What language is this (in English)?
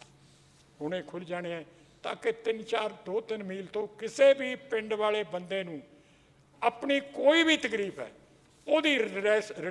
Punjabi